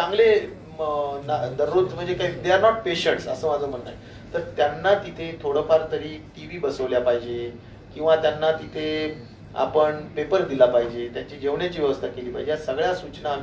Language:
Marathi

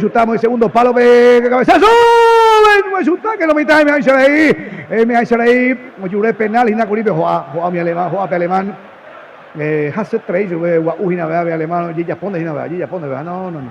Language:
Guarani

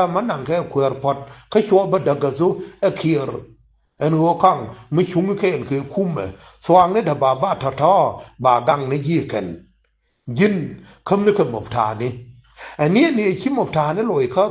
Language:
Nuer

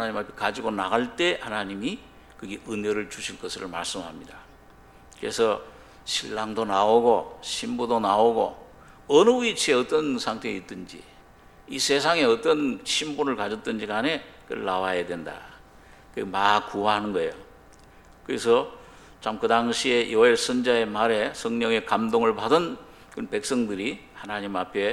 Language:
Korean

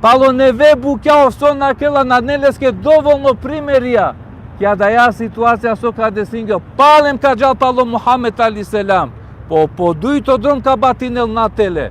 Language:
Balkan Romani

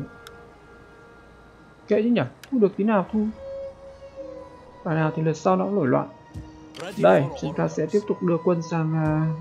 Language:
Vietnamese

